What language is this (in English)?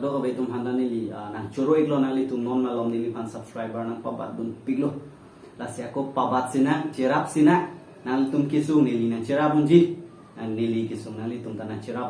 Karbi